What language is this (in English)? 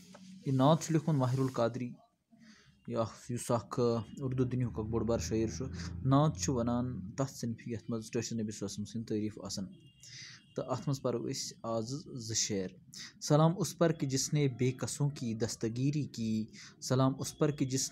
Kashmiri